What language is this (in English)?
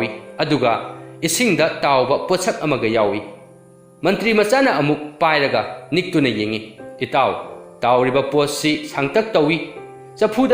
Manipuri